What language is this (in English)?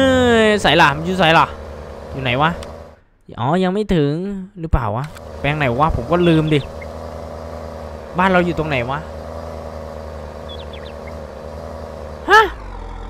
Thai